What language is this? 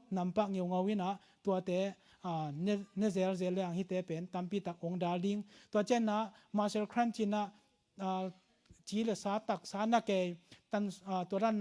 Tedim Chin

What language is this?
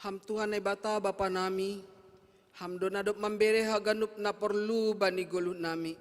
Batak Simalungun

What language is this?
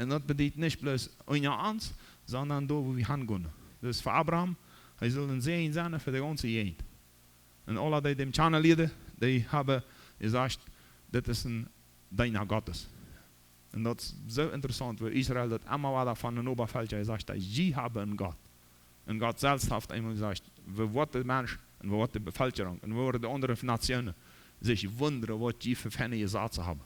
Plautdietsch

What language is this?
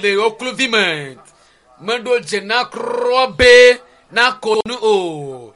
Ewe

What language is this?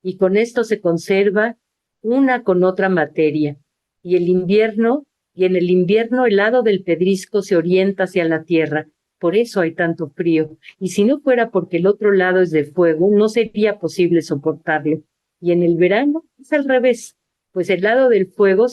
Ladino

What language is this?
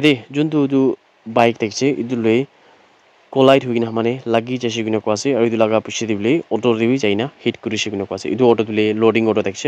Naga Pidgin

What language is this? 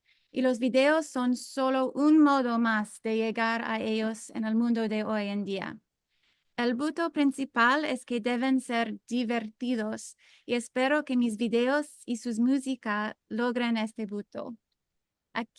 Ladino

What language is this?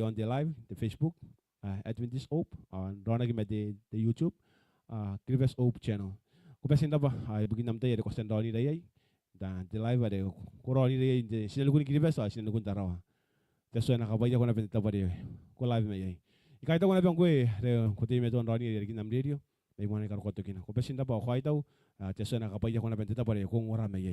Gilbertese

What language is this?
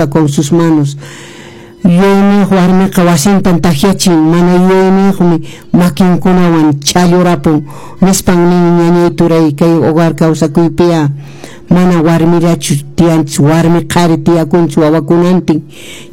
Quechua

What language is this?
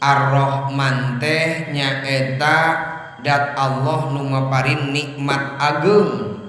Sundanese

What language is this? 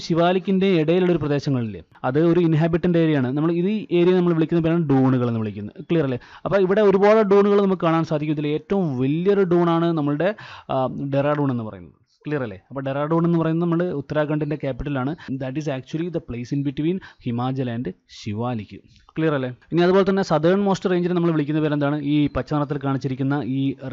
Malayalam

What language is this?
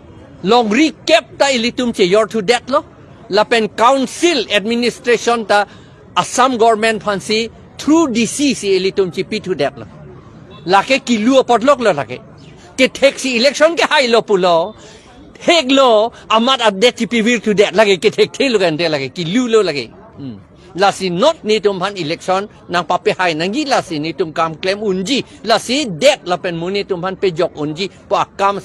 Karbi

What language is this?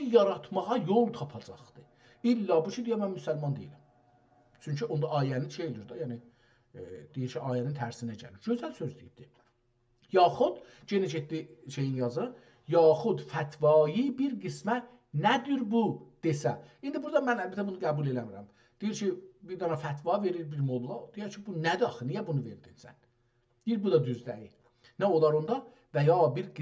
South Azerbaijani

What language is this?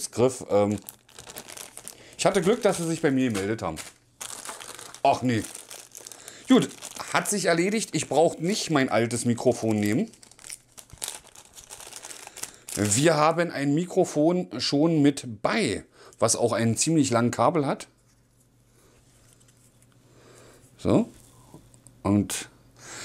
German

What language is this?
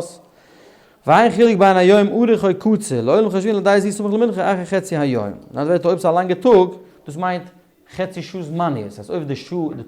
Yiddish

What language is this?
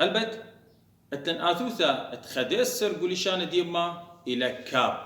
Assyrian Neo-Aramaic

